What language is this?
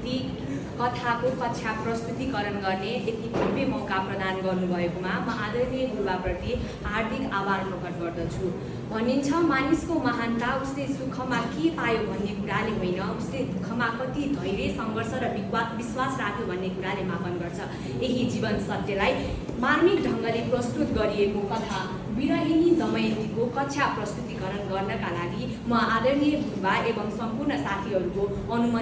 Nepali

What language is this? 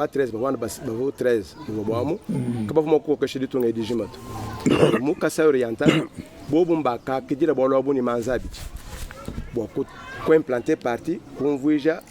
Luba-Lulua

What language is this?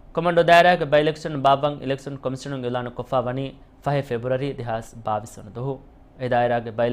Divehi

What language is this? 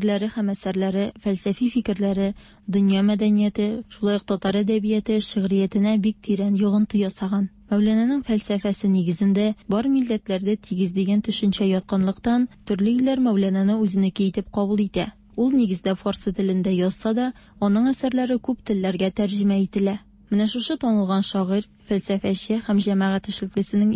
Tatar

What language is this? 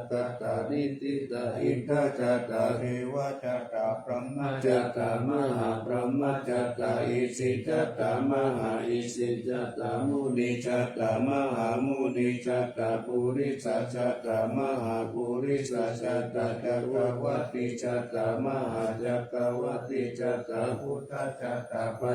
Pali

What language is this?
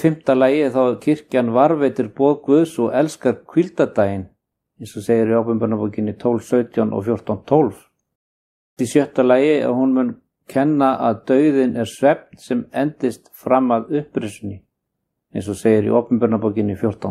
Icelandic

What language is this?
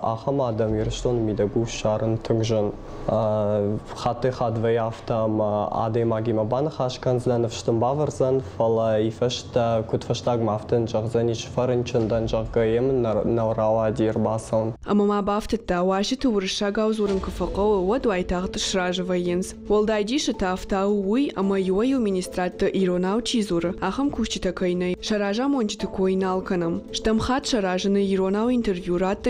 Ossetic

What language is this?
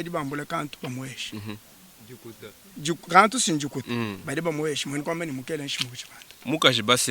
Luba-Lulua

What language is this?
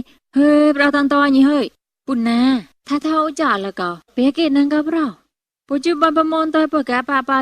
Mon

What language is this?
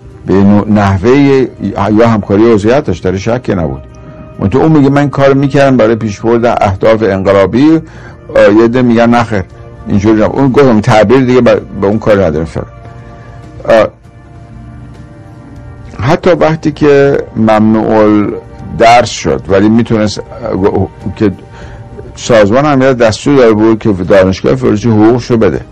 Persian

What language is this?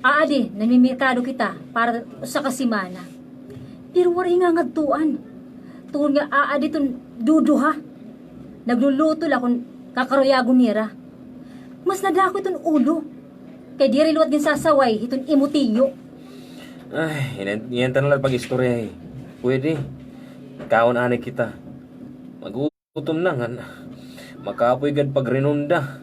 Waray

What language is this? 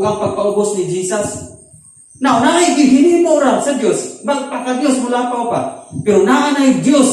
Cebuano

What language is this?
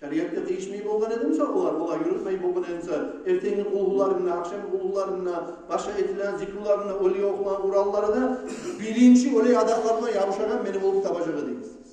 Kumyk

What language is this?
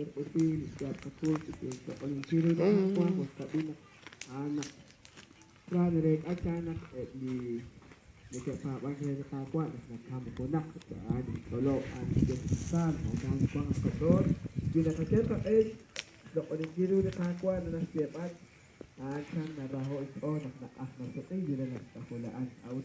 Kekchí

